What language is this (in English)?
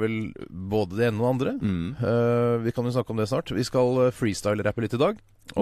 Norwegian